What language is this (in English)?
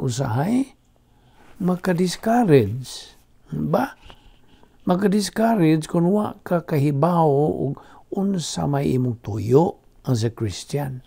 Cebuano